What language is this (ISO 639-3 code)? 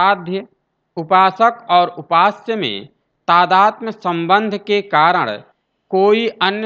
hin